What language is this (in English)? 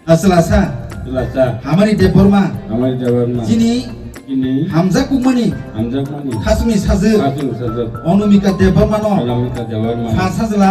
Kok Borok